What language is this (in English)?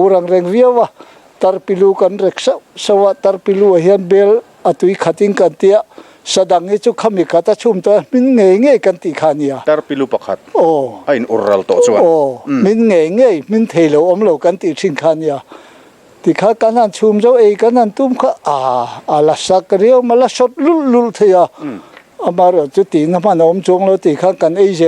Mizo